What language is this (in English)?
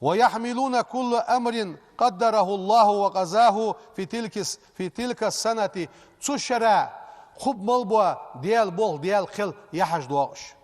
Ingush